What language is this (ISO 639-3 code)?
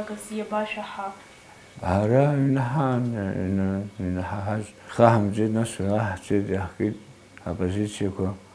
abk